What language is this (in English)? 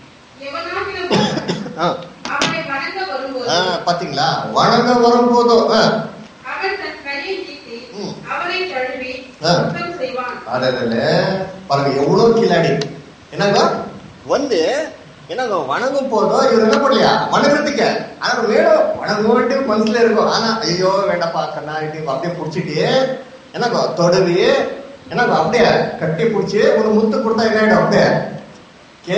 Tamil